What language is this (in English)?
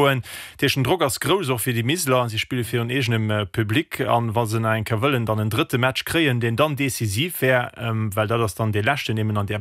Luxembourgish